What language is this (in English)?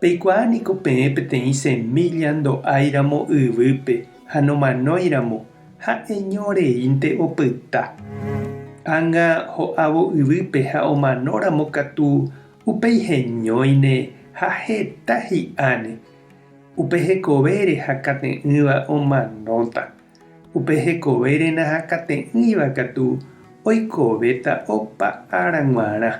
Guarani